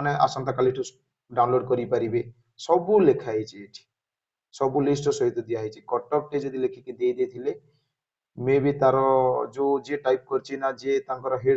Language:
Odia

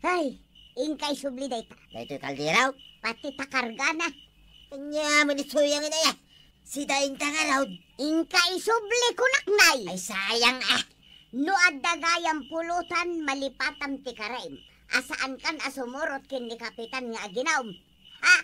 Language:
Iloko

